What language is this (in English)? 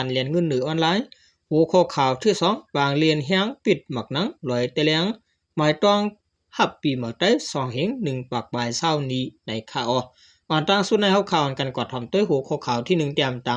Shan